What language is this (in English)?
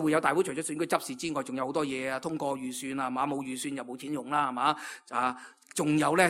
Cantonese